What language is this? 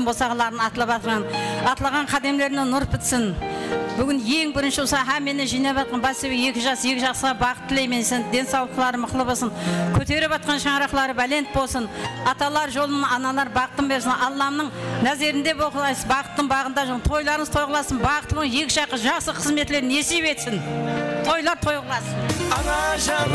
Kara-Kalpak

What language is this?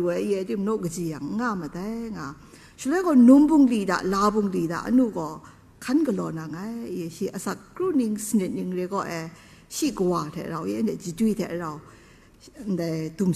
Kachin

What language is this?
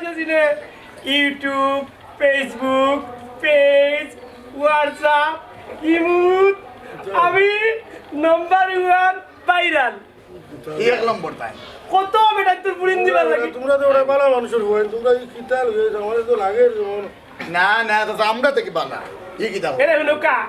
Sylheti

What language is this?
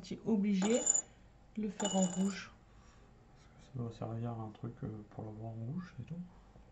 French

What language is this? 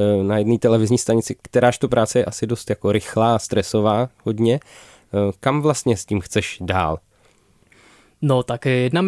Czech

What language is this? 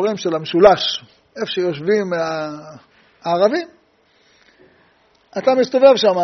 Hebrew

